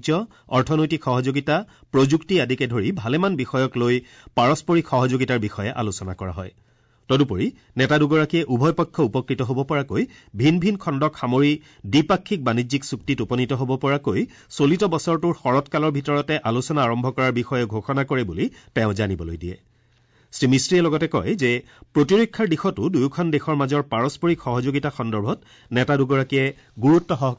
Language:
Assamese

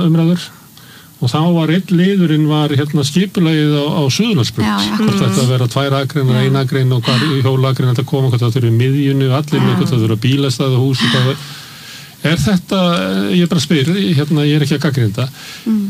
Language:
Icelandic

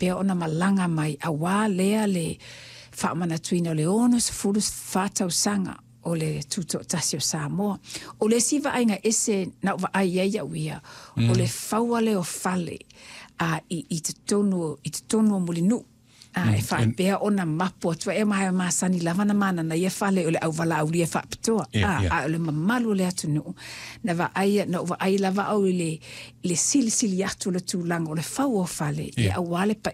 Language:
Samoan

